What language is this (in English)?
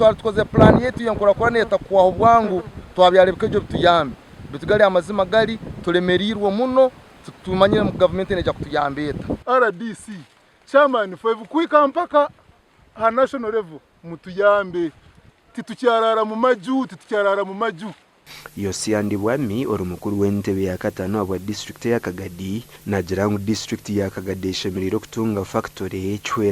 Nyankole